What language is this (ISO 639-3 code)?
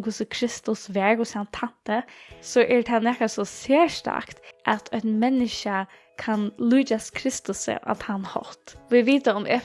fao